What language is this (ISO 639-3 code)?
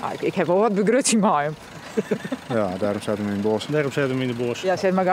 fry